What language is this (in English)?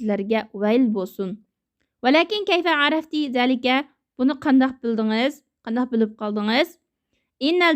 Uyghur